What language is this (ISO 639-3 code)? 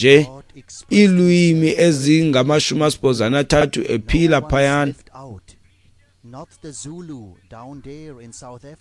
xho